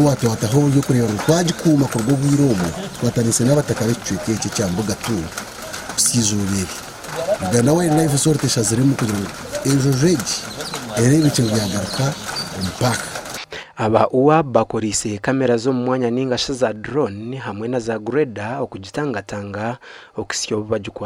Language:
Nyankole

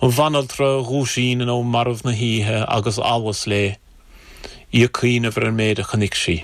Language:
Irish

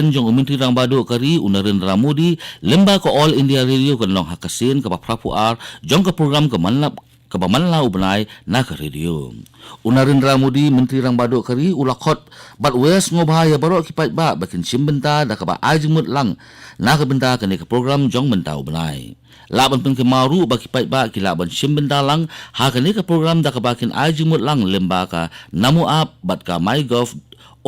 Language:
Khasi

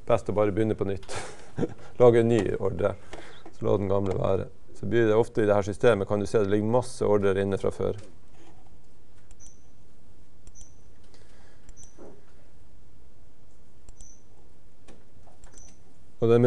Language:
Norwegian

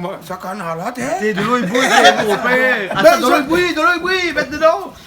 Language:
Réunion Creole French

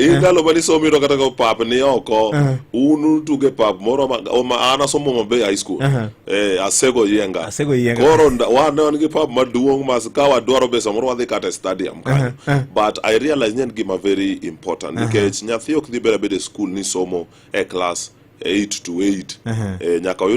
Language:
Luo (Kenya and Tanzania)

